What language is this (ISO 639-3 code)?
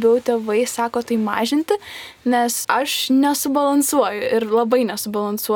lit